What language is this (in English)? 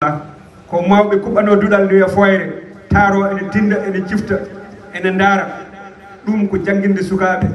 Fula